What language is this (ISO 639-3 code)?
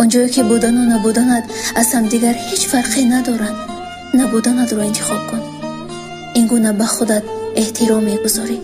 tgk